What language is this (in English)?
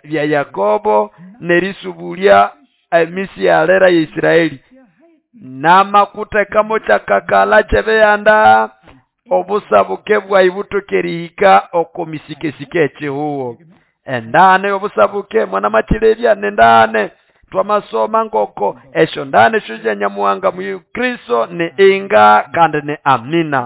Nande